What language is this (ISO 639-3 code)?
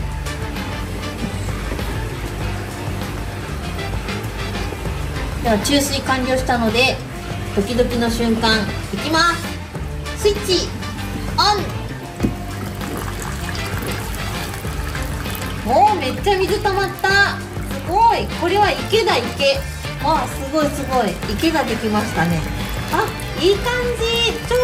jpn